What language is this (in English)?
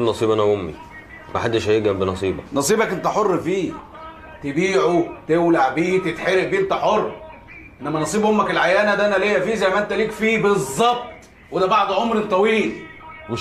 Egyptian Arabic